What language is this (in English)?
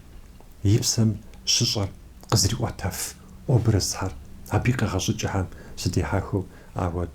Kabardian